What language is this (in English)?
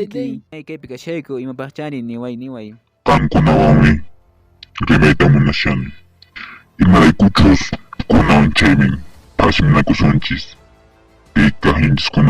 Quechua